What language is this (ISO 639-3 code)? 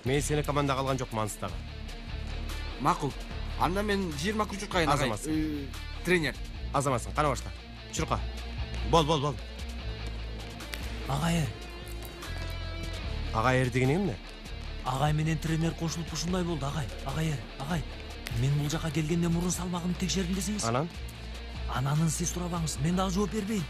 kir